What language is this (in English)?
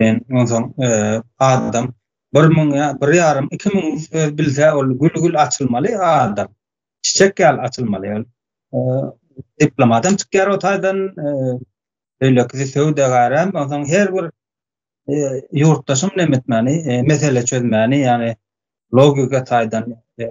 Turkmen